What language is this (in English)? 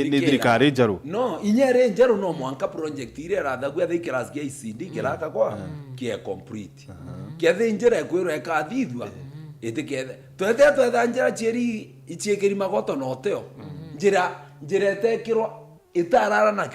Meru